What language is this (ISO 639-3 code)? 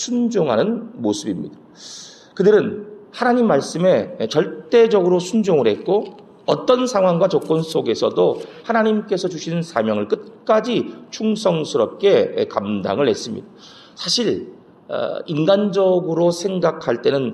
kor